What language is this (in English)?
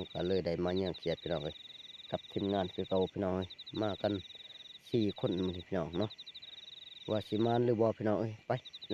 Northeastern Thai